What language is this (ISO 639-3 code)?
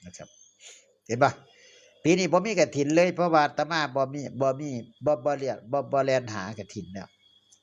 tts